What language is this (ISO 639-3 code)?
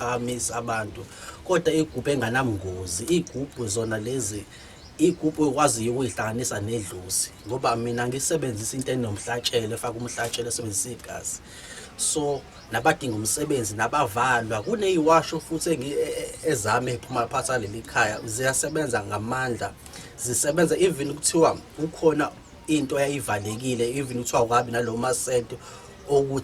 zul